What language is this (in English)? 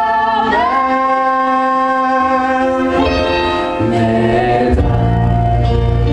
Norwegian